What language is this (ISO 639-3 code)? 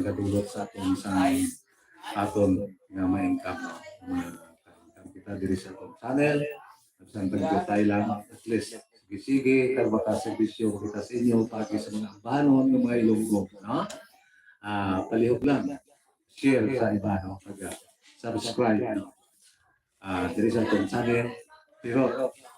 hil